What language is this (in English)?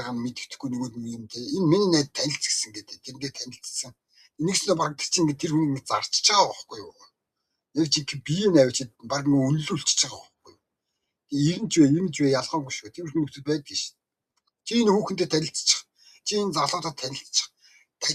Mongolian